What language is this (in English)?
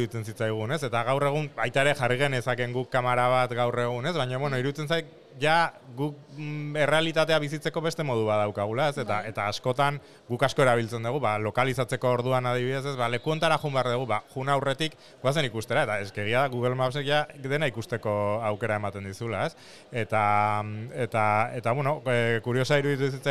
Basque